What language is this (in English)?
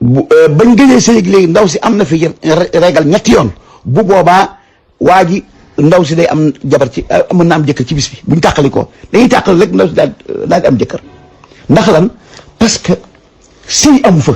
Wolof